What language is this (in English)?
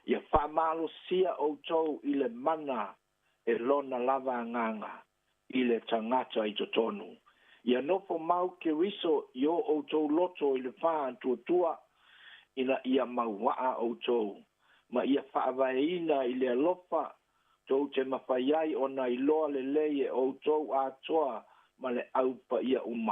Samoan